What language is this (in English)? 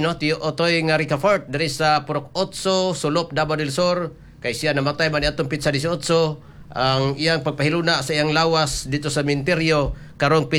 Cebuano